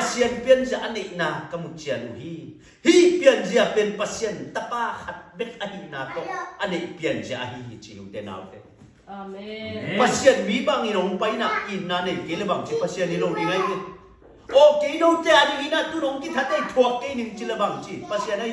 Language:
Tedim Chin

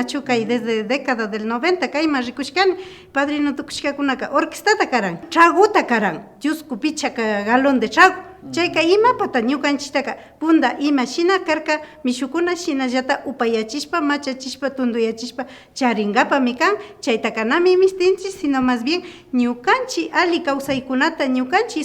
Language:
Imbabura Highland Quichua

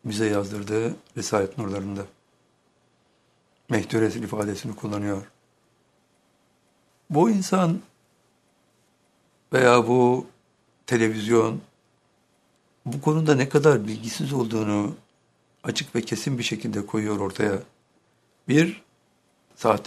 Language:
Turkish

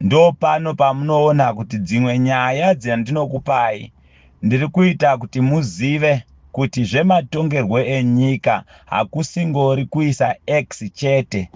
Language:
Shona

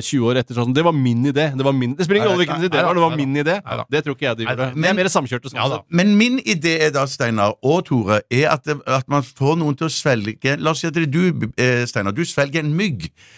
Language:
Norwegian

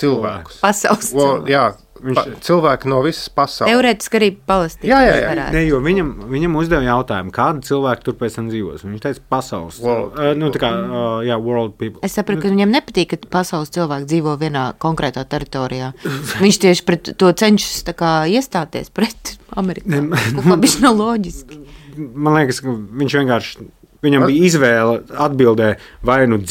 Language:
Latvian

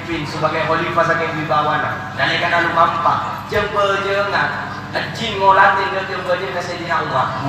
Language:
Madurese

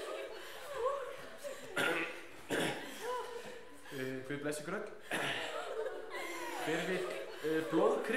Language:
Icelandic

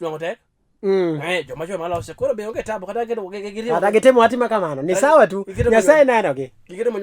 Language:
Luo (Kenya and Tanzania)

